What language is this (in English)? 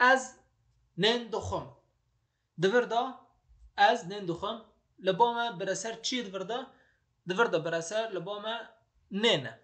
Kurdish